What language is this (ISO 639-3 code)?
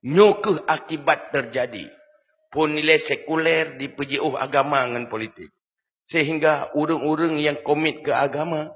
ace